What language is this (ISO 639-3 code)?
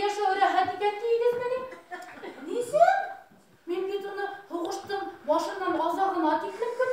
bak